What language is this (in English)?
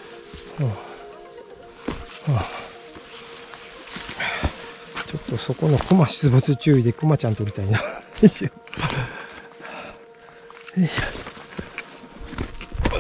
Japanese